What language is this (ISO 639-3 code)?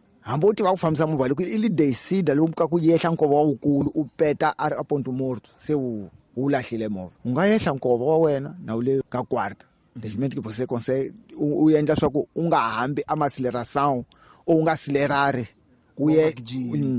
tso